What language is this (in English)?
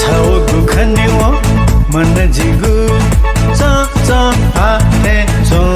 Newari